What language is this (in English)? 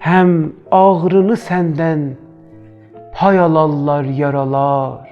South Azerbaijani